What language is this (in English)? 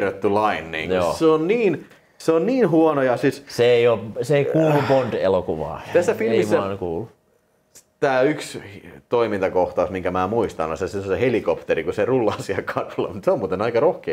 Finnish